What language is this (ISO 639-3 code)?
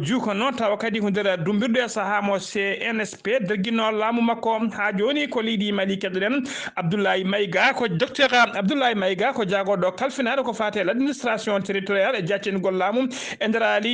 ful